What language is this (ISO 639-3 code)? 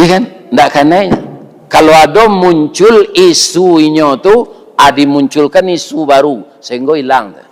min